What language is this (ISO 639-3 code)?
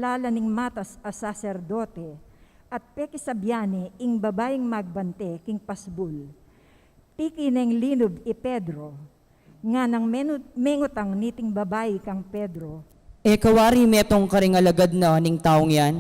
pam